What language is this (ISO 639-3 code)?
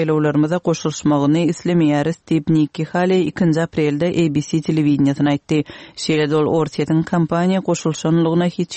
tuk